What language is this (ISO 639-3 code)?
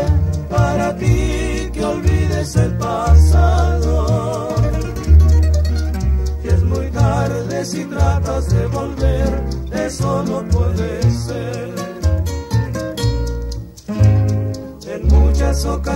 spa